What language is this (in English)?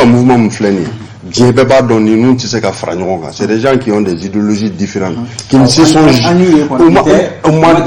Bambara